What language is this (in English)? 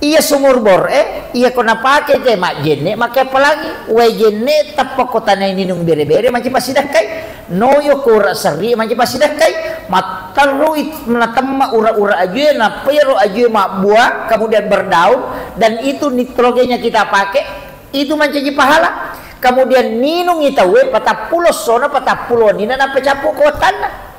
Buginese